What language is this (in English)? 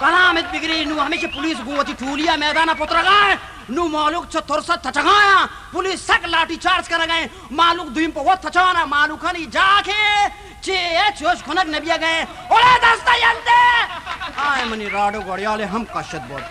Baluchi